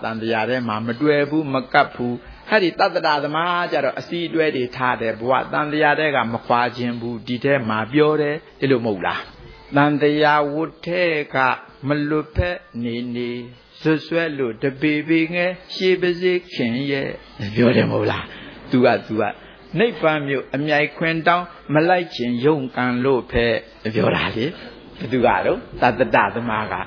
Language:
Burmese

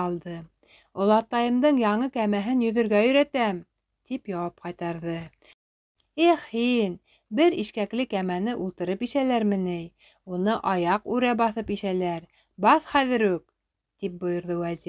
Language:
Bashkir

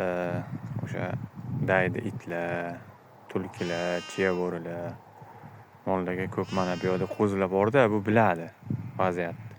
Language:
Uzbek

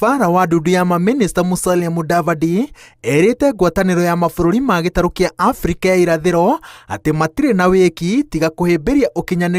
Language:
Kikuyu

